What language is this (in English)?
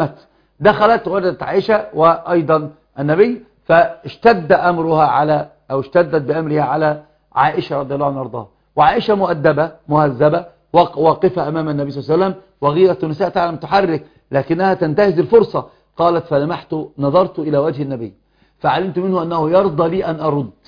Arabic